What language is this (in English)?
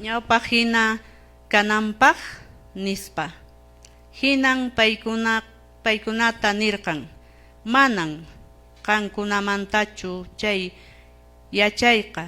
Quechua